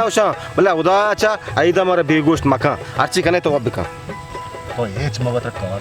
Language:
Baluchi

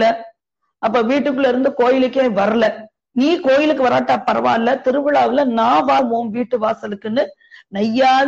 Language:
Tamil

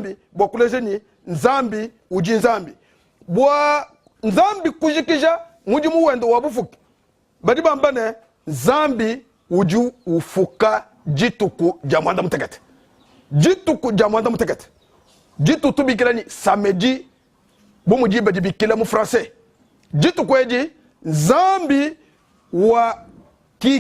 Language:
Luba-Lulua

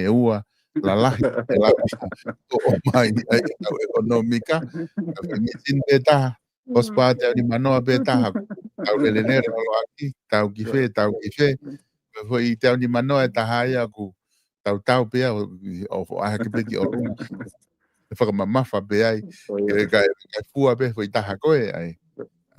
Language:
Tongan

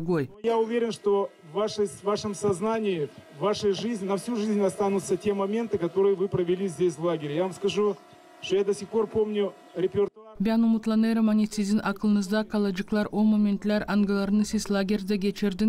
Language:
Gagauz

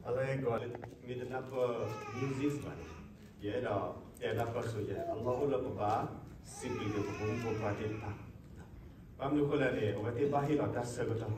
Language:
S'gaw Karen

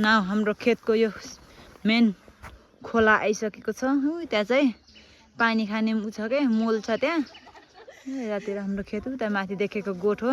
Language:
Nepali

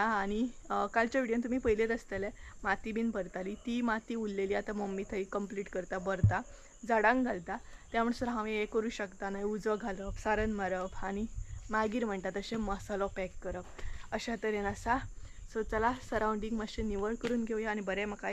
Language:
Konkani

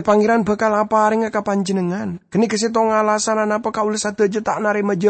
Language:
Madurese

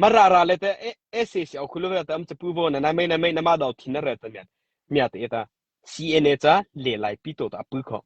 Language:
Mara Chin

